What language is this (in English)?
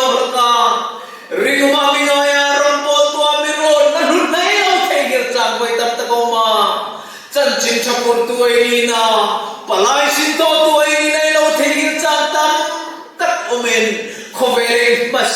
Hmar